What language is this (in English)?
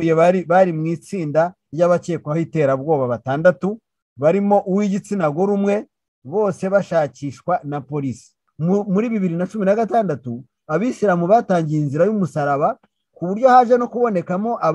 Kinyarwanda